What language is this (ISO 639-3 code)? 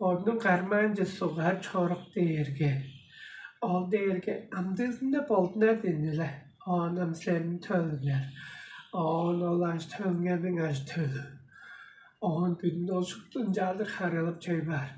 tyv